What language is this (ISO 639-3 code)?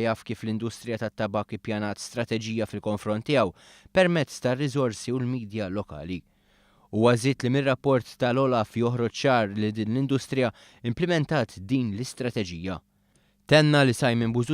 mlt